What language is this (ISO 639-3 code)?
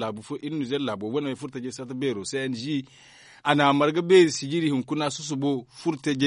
dje